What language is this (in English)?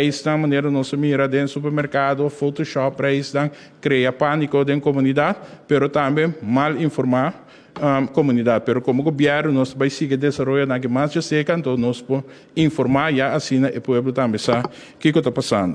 Papiamento